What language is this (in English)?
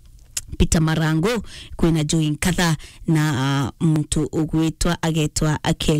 Meru